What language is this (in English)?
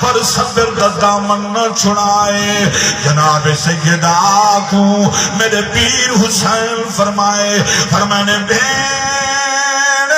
Saraiki